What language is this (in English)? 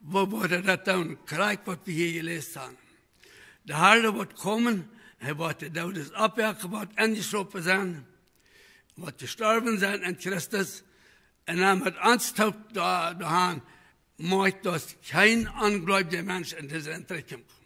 Plautdietsch